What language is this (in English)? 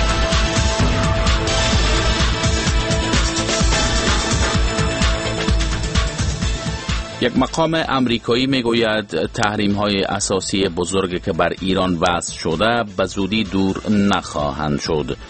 Persian